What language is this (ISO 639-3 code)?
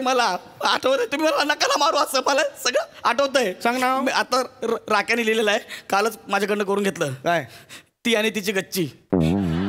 mar